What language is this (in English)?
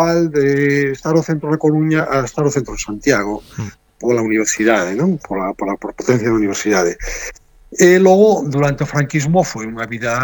Galician